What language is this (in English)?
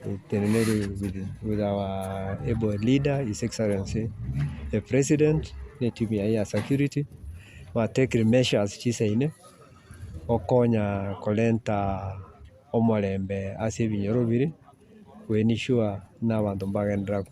Gusii